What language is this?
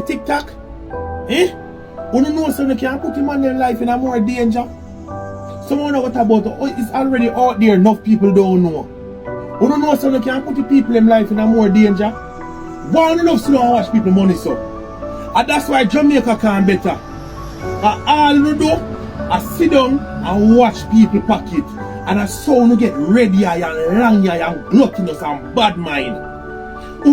Jamaican Creole English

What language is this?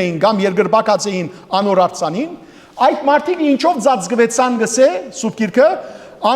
Western Armenian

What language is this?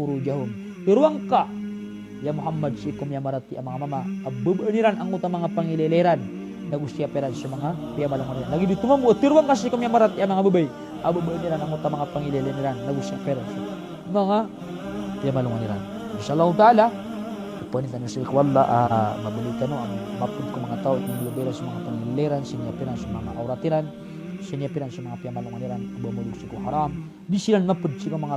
Maranao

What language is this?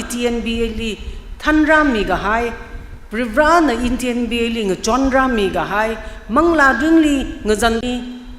Tangkhul Naga (India)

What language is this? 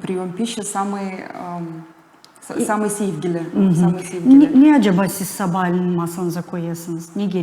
Gagauz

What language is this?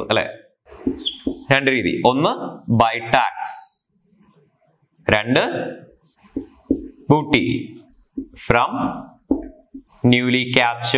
Malayalam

